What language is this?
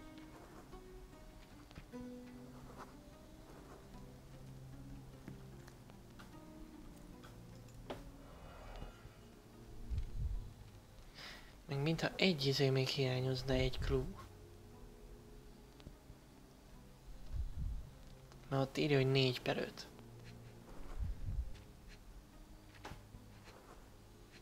Hungarian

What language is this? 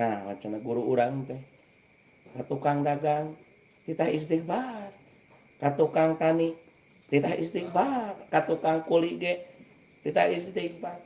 Sundanese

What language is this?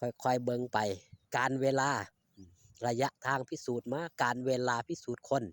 Northeastern Thai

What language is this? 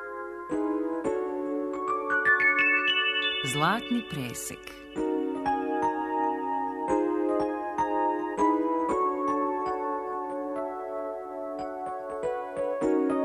Serbian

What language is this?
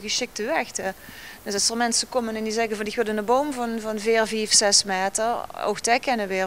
Limburgish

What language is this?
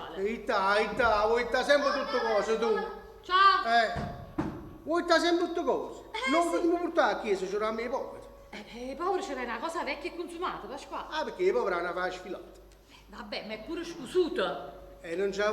Neapolitan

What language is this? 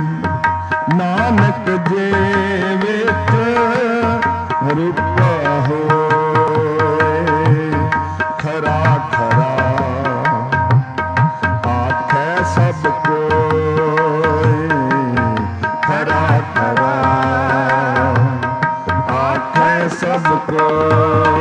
Punjabi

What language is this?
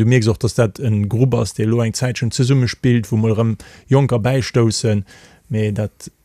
Luxembourgish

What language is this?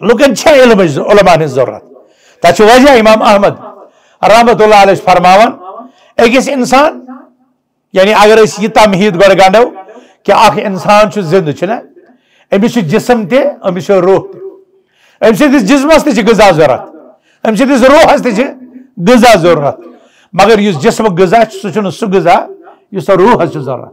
Kashmiri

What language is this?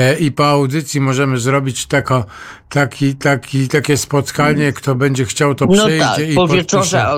Polish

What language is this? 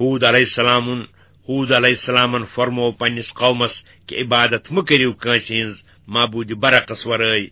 Kashmiri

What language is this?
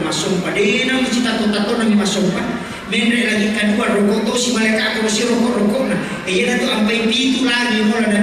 Buginese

